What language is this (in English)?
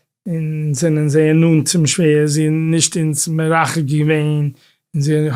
Yiddish